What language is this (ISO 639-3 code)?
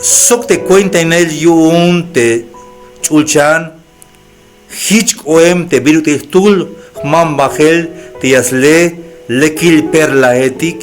tzh